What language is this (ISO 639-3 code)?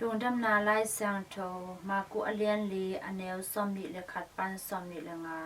ctd